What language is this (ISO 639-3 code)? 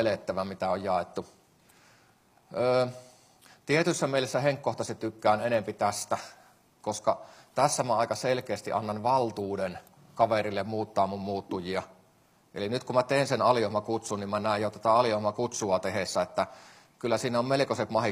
fin